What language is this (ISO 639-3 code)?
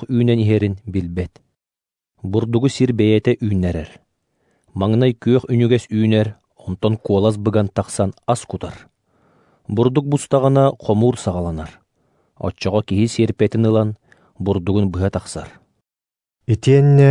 sah